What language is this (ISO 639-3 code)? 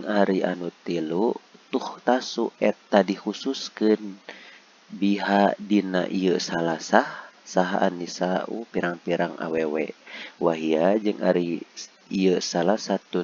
sun